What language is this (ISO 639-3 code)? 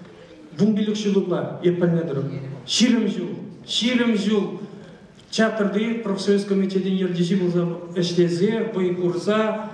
chv